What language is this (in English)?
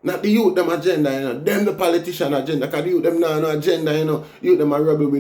Jamaican Creole English